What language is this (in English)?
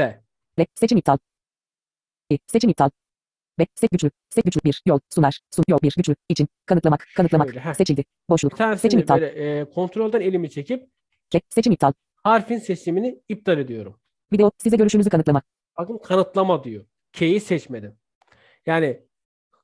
Turkish